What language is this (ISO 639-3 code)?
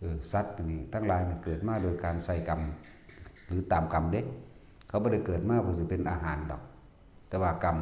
tts